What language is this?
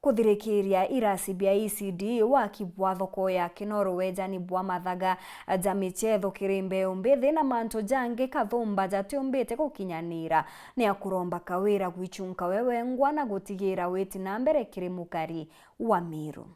Meru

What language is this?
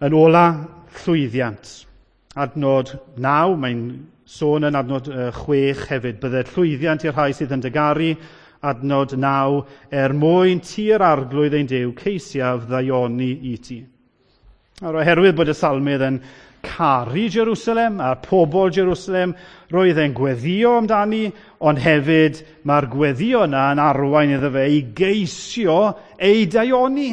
Welsh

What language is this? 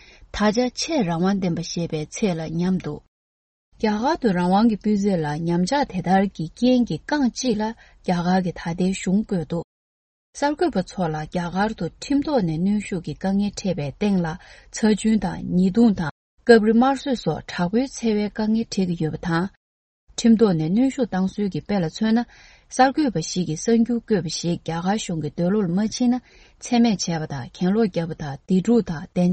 Tibetan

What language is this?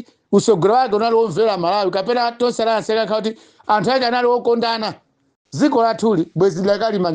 Nyanja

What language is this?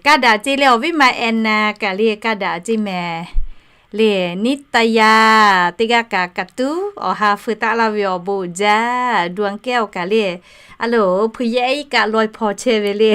Lahu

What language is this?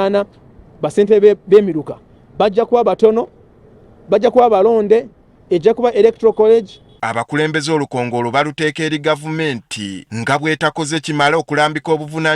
Ganda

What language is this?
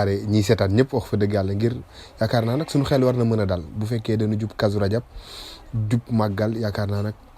Wolof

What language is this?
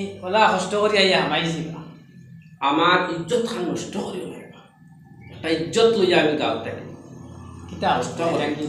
Sylheti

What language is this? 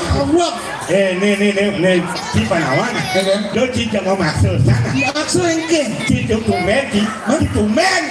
Balinese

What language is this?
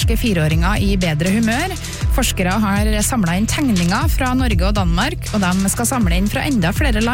Norwegian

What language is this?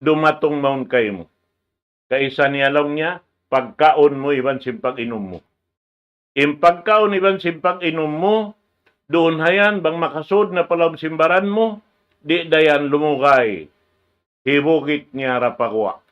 Tausug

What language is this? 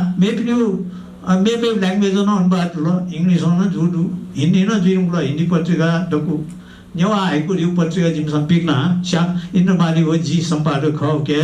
Newari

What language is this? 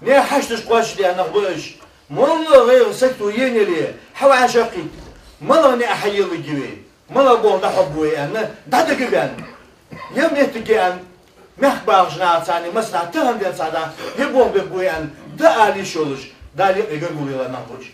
Ingush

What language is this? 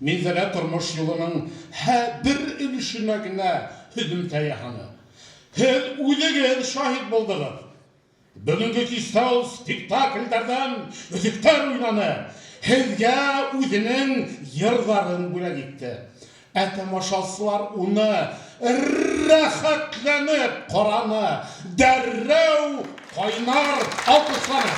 Bashkir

